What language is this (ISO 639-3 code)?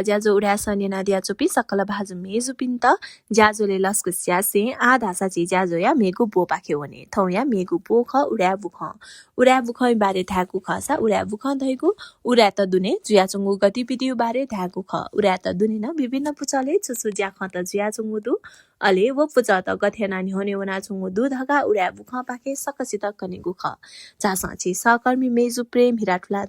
new